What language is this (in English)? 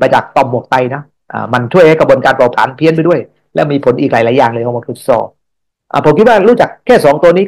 Thai